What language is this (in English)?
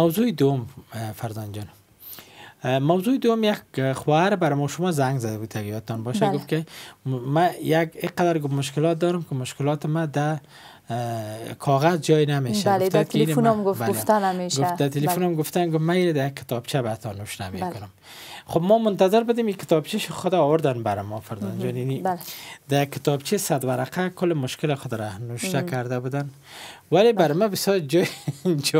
Persian